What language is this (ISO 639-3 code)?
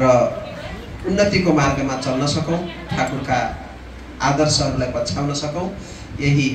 nep